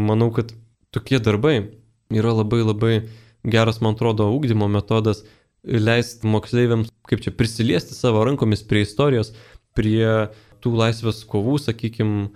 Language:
Lithuanian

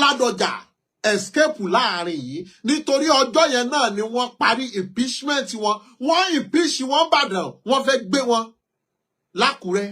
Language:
Yoruba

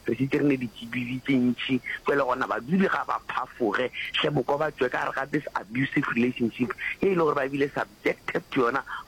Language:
Northern Sotho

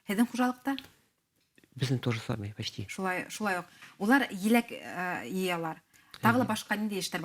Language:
Bashkir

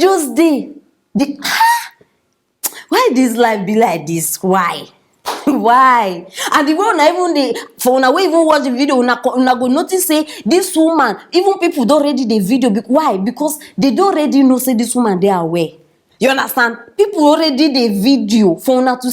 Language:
Nigerian Pidgin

